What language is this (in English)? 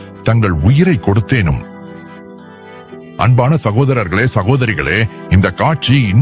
Tamil